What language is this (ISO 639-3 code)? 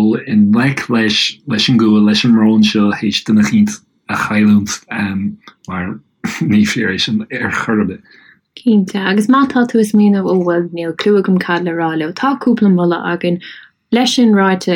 gle